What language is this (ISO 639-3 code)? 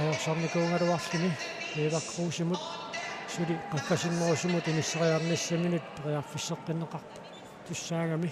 kal